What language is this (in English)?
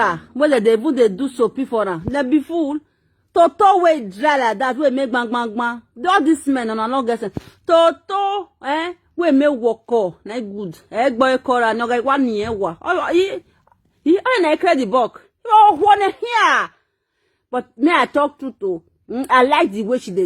Nigerian Pidgin